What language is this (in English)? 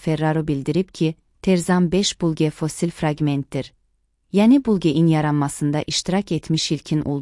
Azerbaijani